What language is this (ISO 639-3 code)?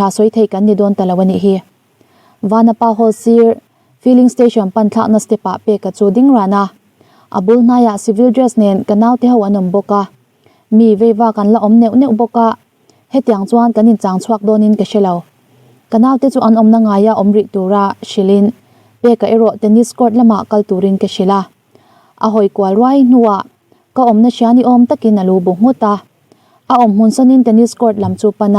lus